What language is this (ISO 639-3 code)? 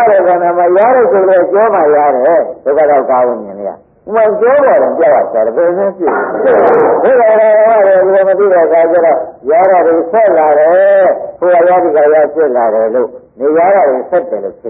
mya